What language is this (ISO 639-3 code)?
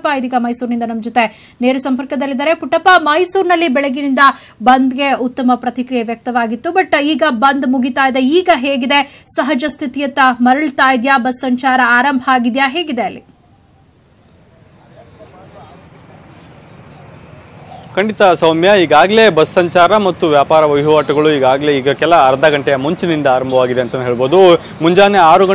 kan